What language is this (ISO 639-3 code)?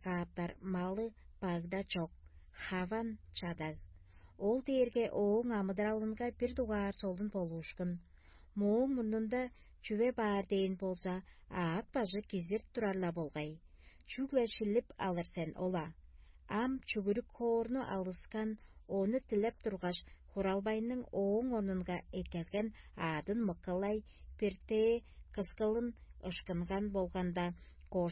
tyv